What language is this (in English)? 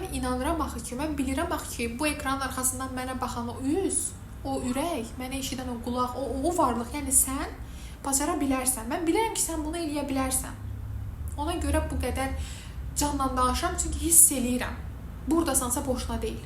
Azerbaijani